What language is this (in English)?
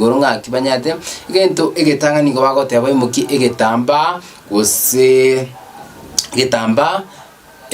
Gusii